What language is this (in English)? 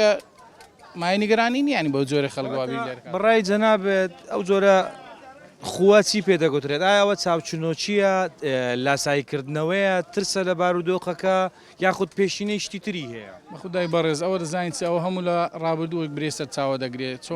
Central Kurdish